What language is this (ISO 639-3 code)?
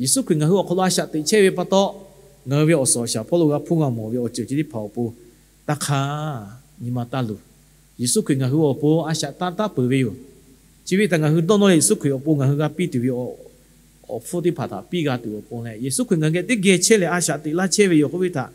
lhu